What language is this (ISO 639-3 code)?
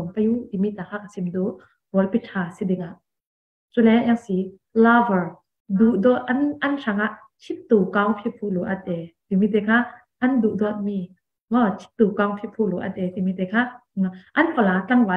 cfm